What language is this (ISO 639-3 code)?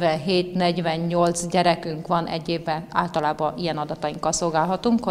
hun